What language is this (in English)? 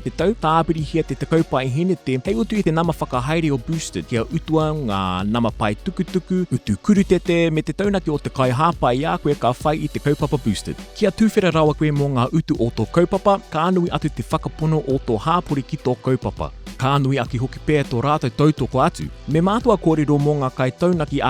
Māori